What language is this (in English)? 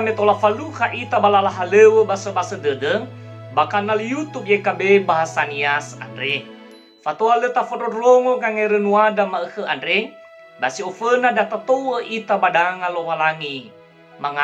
Nias